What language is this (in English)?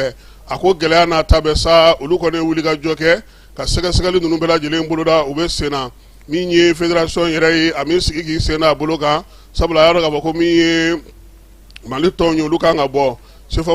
Bambara